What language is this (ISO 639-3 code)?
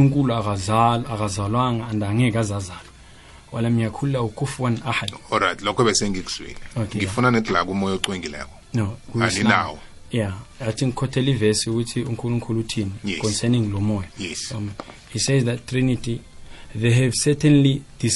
nbl